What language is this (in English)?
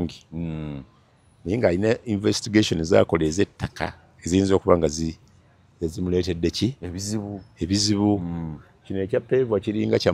Ganda